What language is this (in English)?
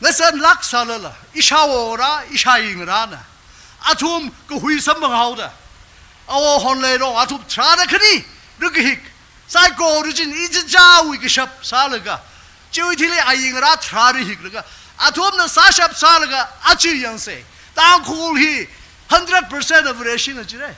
Tangkhul Naga (India)